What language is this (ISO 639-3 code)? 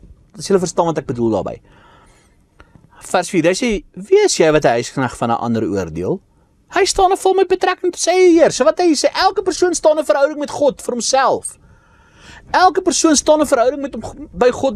afr